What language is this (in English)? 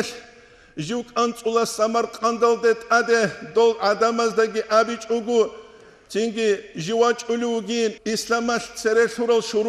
Avaric